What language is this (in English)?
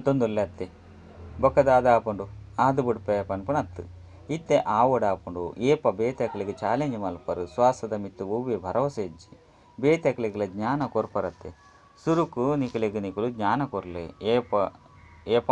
Tulu